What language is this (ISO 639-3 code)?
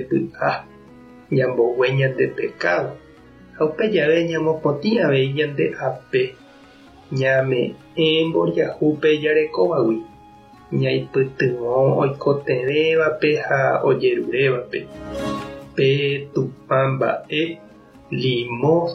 grn